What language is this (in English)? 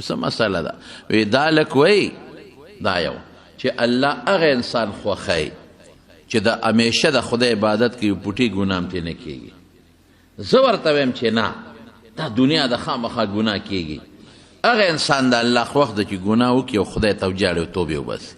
Pashto